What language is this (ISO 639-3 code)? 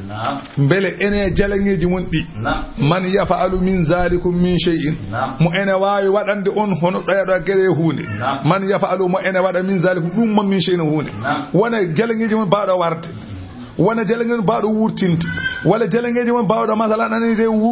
ful